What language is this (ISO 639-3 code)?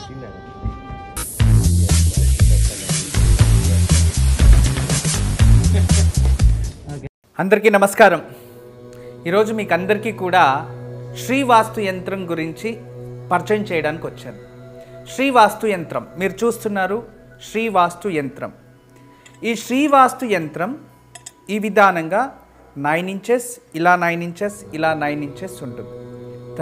tel